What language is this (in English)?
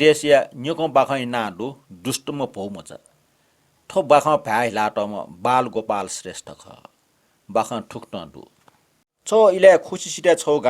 Newari